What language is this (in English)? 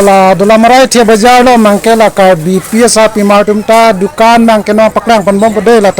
Karbi